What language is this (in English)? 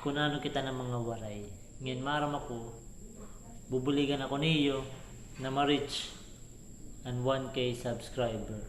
Waray